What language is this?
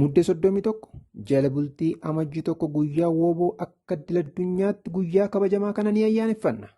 Oromo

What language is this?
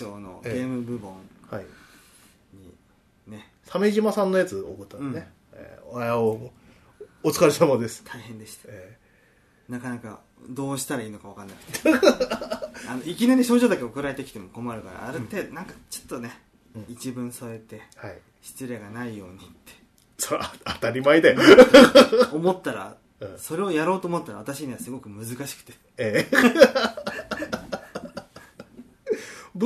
Japanese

